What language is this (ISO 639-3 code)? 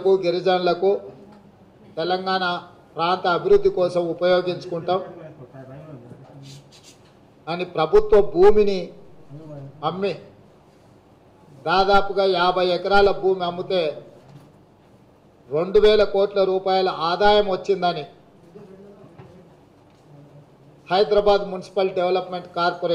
tel